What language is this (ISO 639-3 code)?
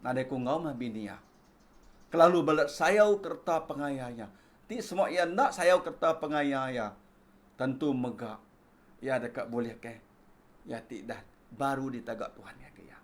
iba